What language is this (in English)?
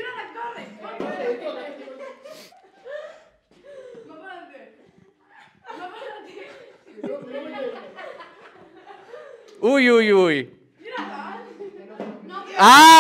Catalan